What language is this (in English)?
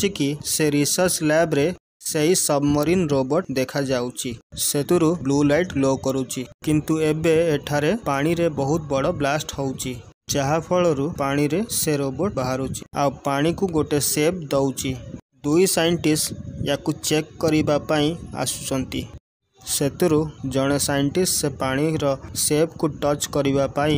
Odia